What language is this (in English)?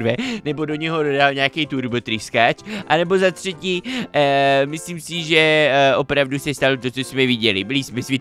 Czech